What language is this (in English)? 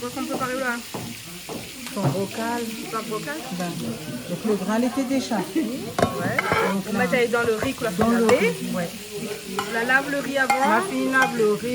Réunion Creole French